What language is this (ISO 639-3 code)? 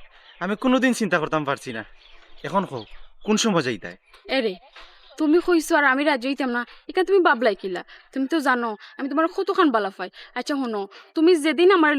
syl